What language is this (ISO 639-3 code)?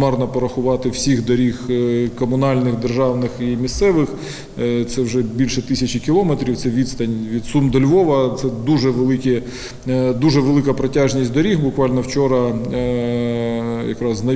ukr